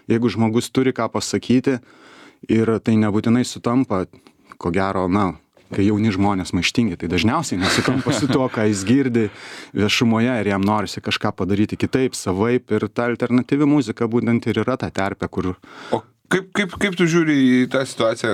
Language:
Lithuanian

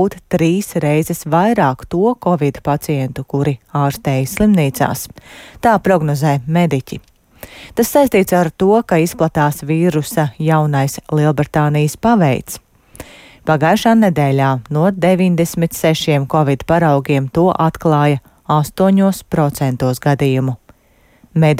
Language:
Latvian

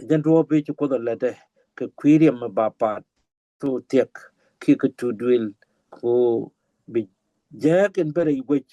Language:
Nuer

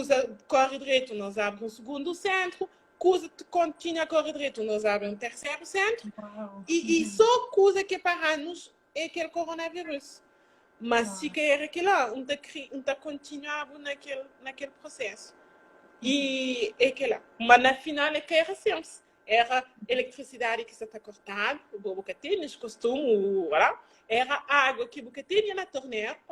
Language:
Kabuverdianu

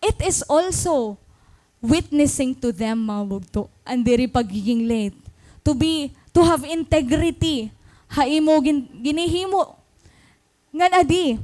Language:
Waray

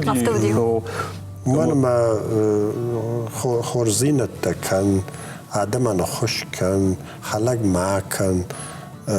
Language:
Ossetic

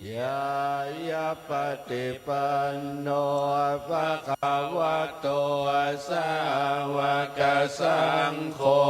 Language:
Pali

